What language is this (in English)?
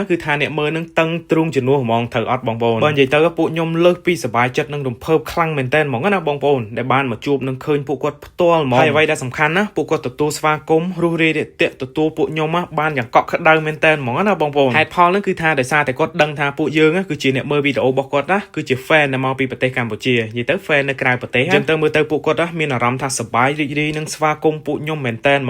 Khmer